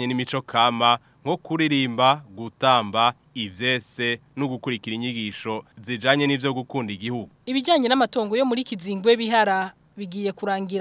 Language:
Rundi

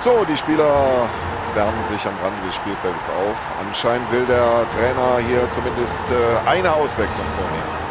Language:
Bavarian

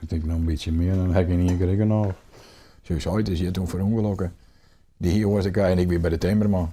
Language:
Western Frisian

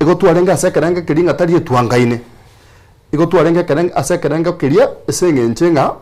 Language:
Gusii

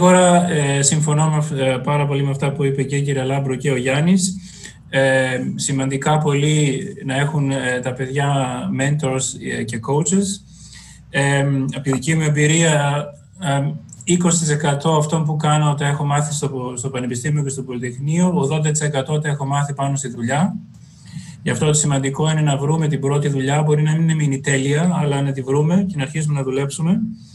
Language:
Greek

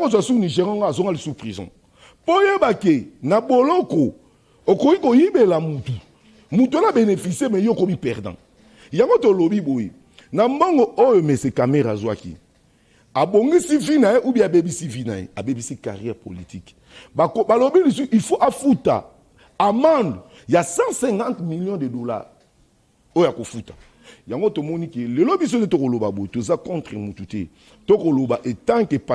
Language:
Lingala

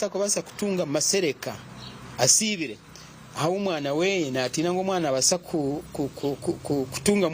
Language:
Nyankole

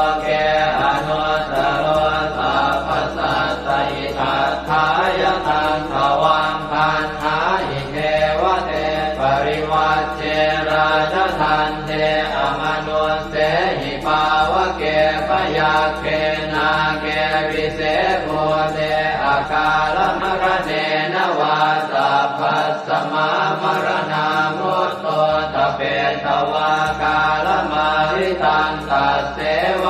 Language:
Pali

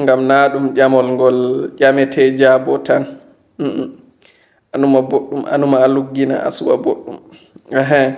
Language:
Fula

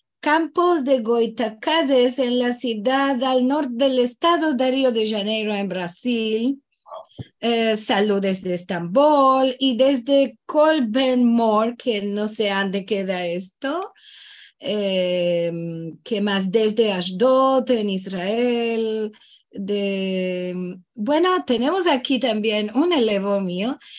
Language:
Ladino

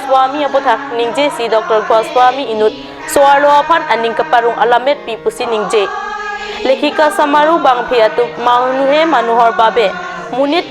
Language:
Karbi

